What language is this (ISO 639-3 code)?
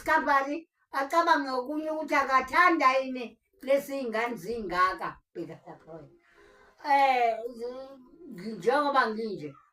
zul